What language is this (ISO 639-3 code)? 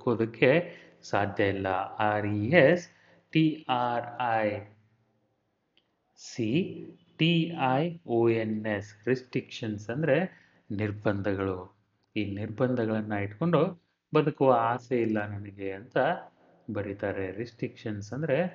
kan